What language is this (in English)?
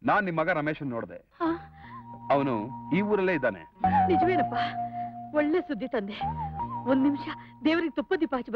Kannada